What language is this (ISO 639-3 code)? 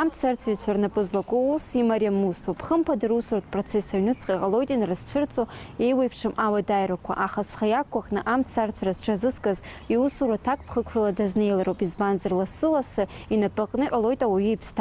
abk